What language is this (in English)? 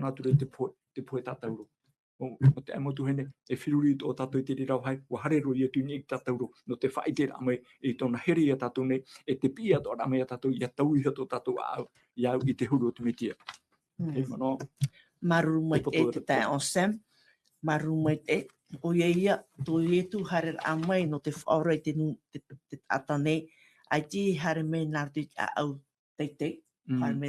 Tahitian